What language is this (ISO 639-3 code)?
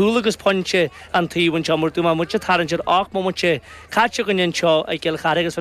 gle